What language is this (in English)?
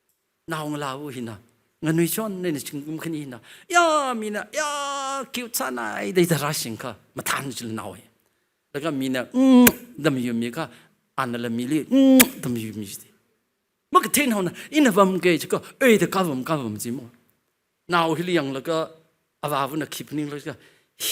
Tangkhul Naga (India)